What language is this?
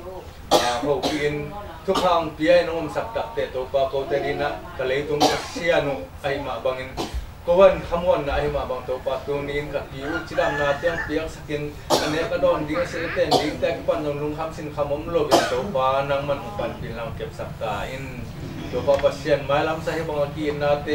Tedim Chin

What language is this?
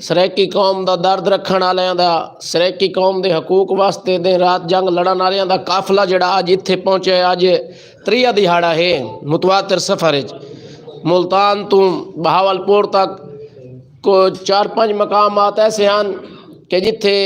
Saraiki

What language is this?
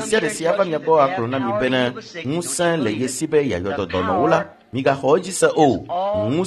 Ewe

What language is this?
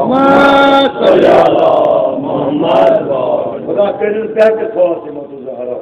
Kashmiri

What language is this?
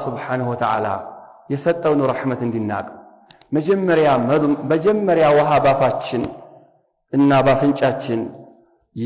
Amharic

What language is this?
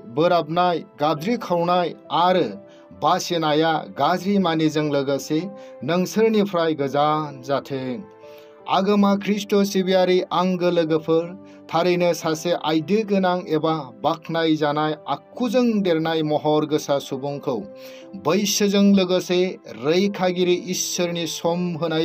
Bodo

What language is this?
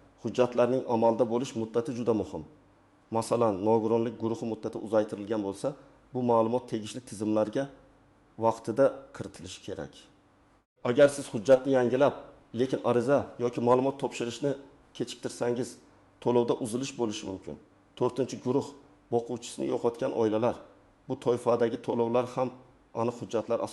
Uzbek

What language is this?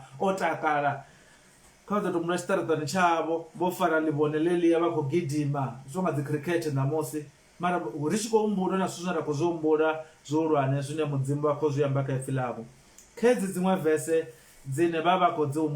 Venda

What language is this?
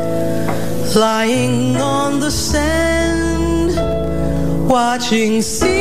Filipino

